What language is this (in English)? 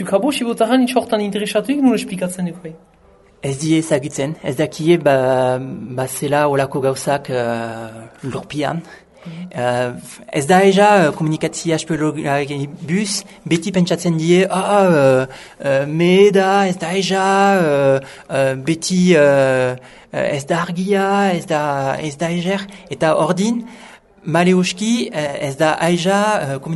Basque